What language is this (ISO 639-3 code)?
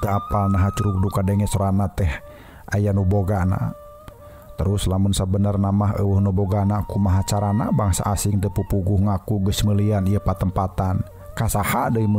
sun